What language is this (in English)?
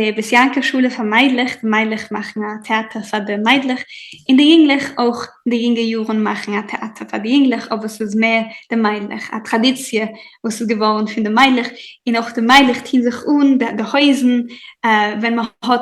Yiddish